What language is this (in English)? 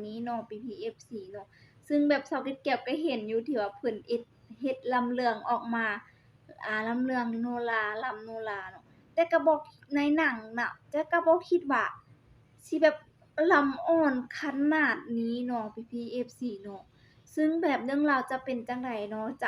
Lao